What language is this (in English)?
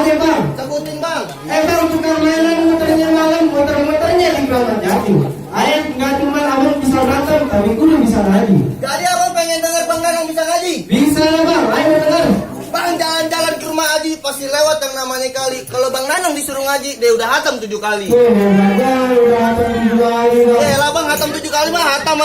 Betawi